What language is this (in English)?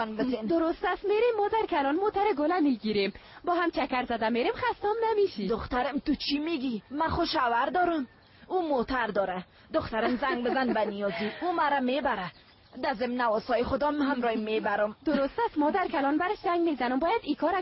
Tajik